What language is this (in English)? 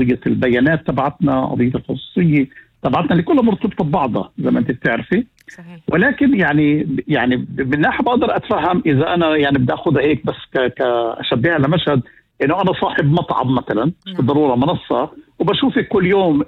North Levantine Arabic